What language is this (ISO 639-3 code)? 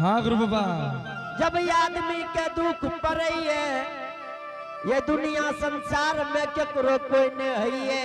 anp